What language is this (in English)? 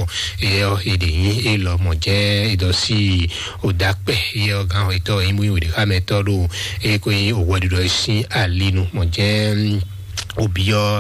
Fon